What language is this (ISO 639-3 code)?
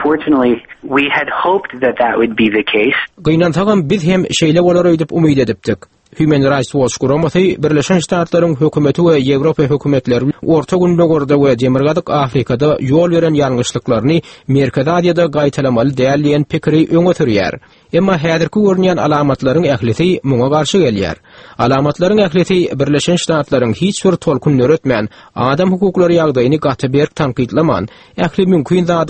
tuk